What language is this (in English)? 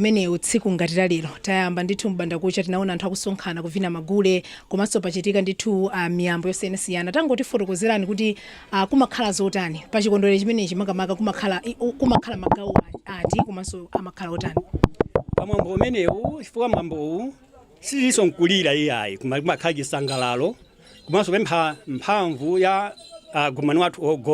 Nyanja